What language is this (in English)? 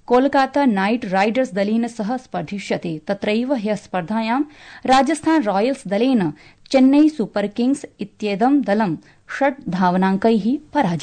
Sanskrit